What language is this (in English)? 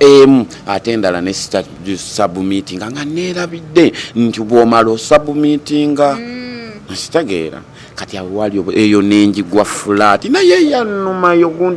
Ganda